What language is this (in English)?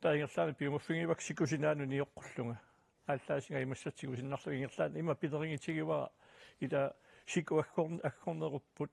Kalaallisut